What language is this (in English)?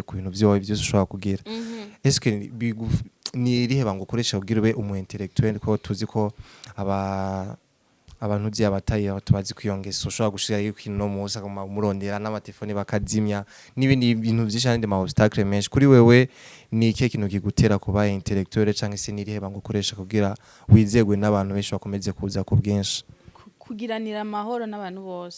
Rundi